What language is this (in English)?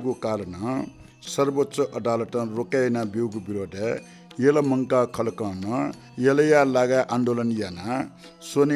Newari